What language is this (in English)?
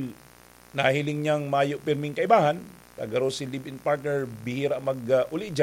Bikol